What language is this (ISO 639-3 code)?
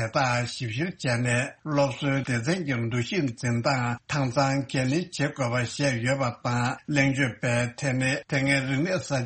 bod